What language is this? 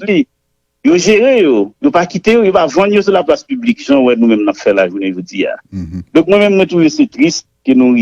Haitian Creole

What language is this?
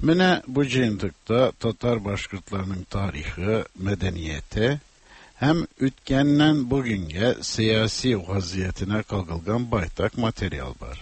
Tatar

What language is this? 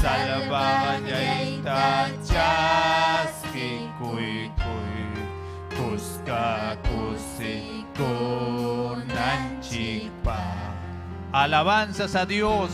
Ayacucho Quechua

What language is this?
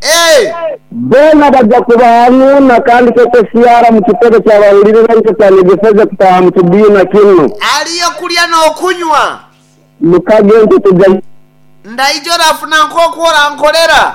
Nyoro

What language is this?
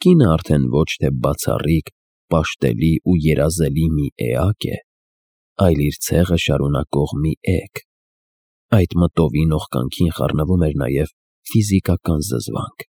Armenian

